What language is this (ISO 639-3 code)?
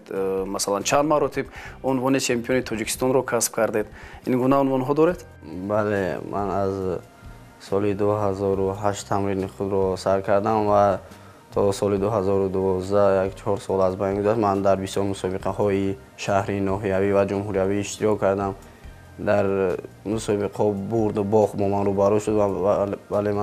tgk